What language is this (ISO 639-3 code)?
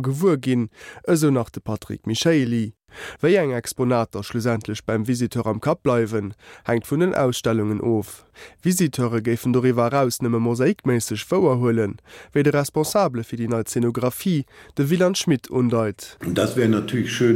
ltz